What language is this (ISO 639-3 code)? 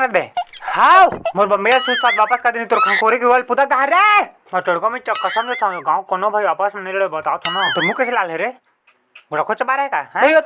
hne